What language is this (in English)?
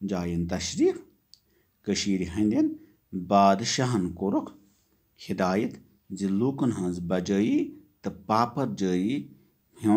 Kashmiri